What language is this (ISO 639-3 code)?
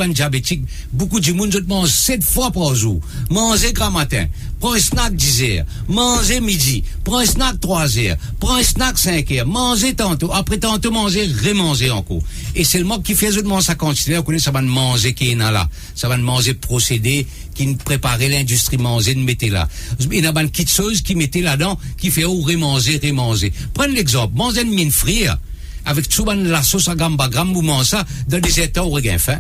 mfe